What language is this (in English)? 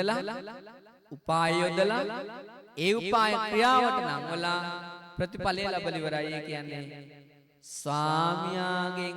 Sinhala